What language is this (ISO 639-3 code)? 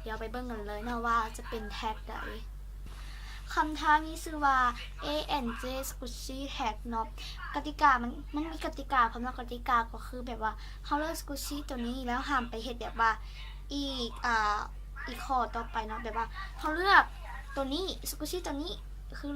lao